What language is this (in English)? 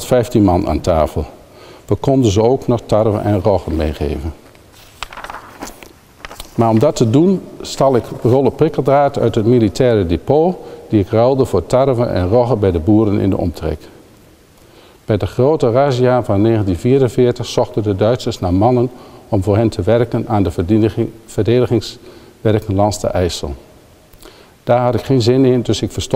Dutch